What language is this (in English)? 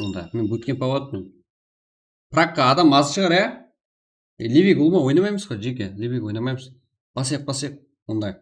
Kara-Kalpak